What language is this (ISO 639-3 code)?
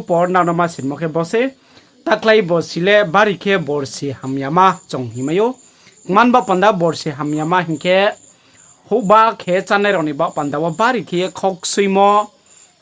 ria